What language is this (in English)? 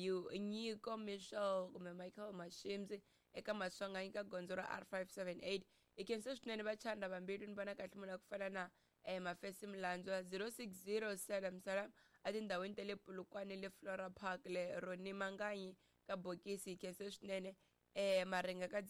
Tsonga